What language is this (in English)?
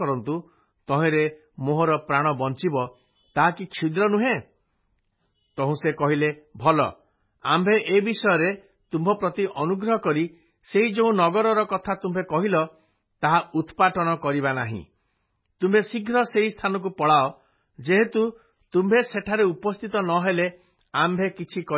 Odia